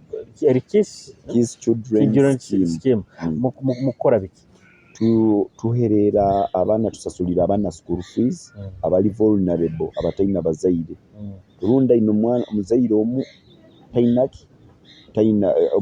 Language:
Nyoro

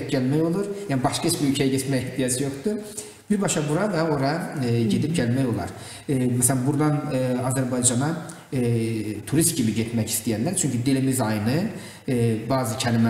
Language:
Gagauz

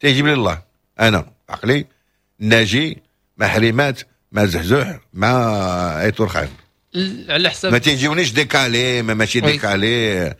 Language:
Moroccan Arabic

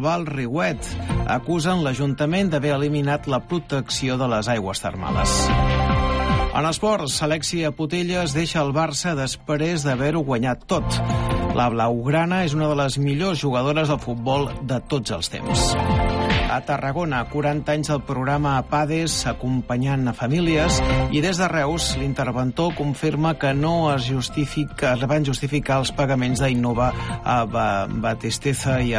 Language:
Catalan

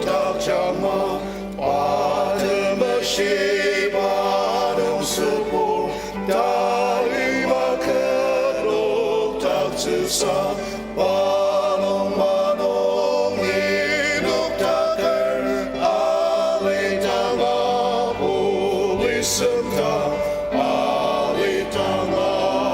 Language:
Ao Naga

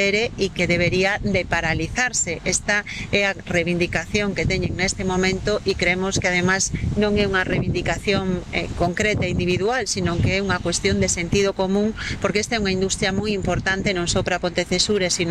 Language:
Galician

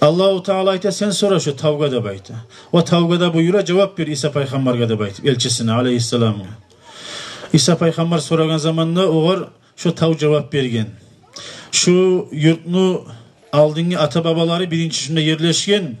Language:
Kumyk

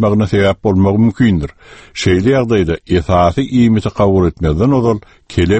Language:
Turkmen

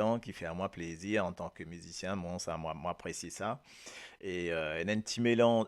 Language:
Morisyen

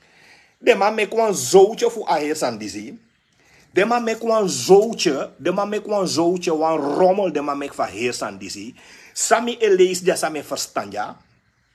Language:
Sranan Tongo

